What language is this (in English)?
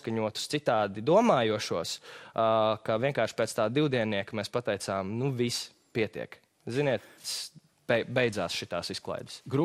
Latvian